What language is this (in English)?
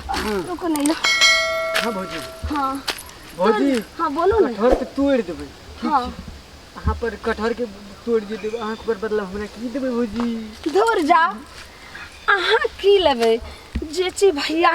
Maithili